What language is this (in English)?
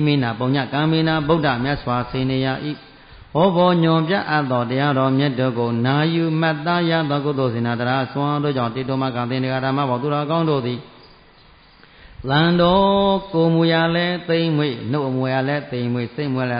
Burmese